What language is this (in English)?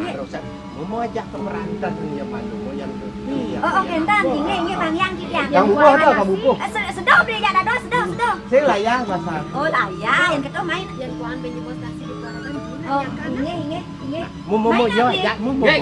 Balinese